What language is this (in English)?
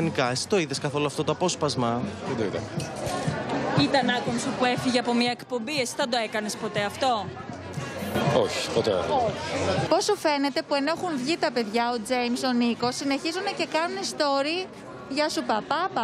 Greek